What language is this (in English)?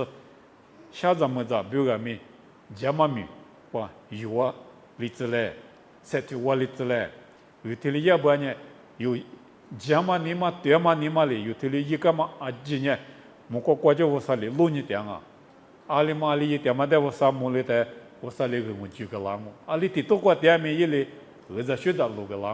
Lisu